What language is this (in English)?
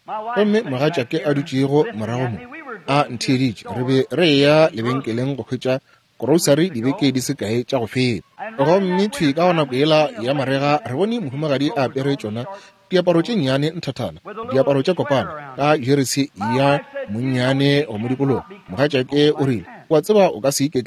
Northern Sotho